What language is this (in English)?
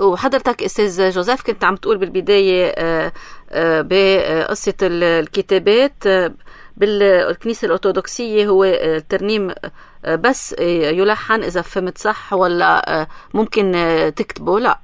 North Levantine Arabic